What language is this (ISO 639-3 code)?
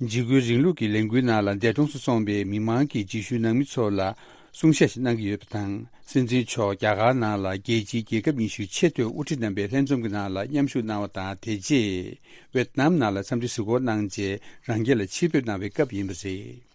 bod